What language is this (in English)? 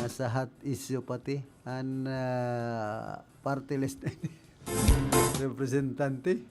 Bikol